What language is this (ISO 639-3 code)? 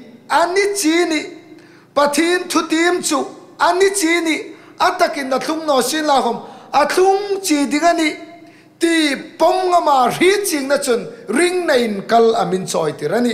hmr